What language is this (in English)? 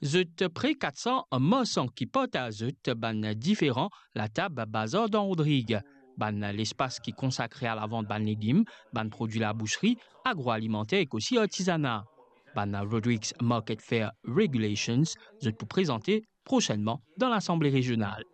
Morisyen